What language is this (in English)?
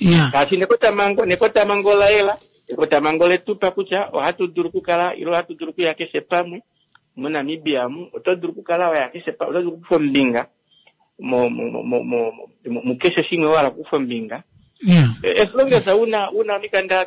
Kuanyama